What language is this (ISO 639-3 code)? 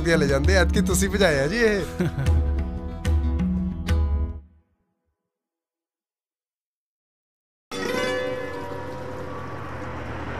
pan